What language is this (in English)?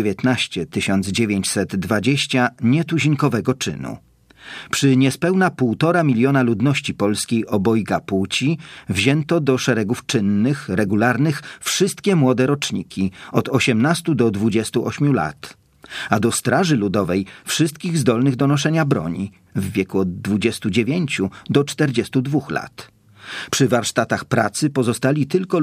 Polish